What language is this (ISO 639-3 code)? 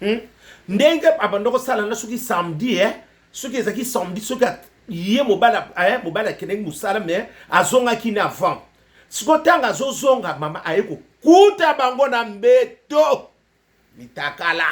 lin